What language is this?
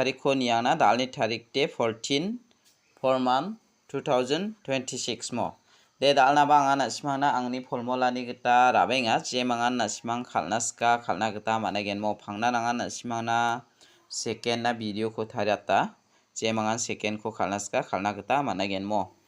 Garo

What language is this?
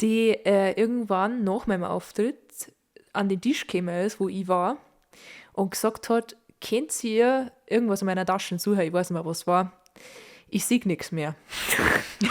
Bavarian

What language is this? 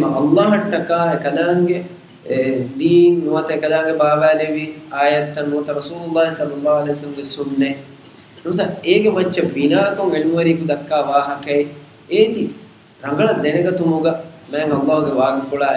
Divehi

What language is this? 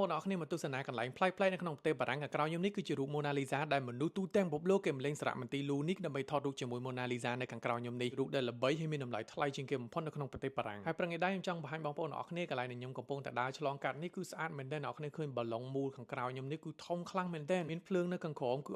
Khmer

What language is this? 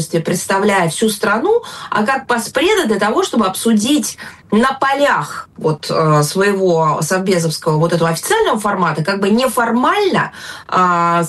Russian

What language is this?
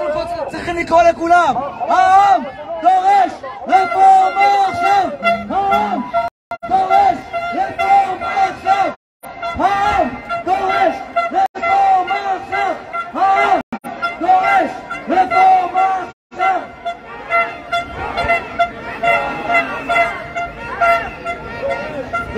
Hebrew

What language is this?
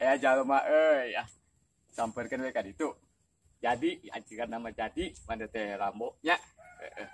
Sundanese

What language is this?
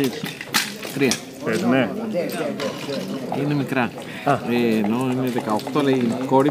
Greek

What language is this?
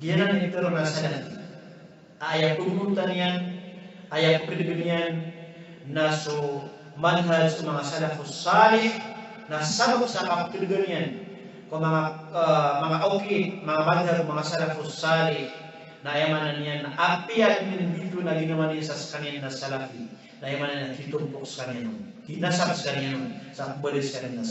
Maranao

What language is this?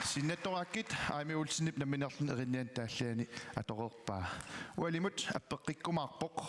Kalaallisut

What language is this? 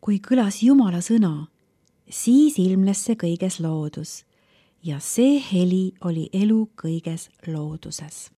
Estonian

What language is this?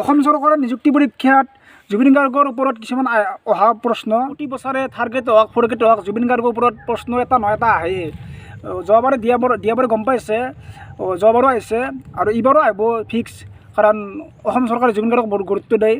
Assamese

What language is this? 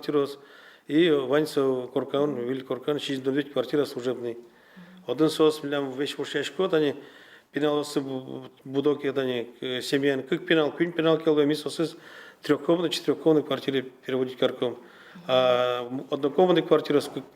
Udmurt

